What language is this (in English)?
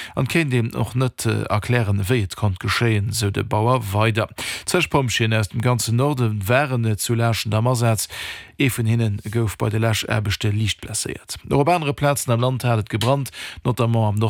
Luxembourgish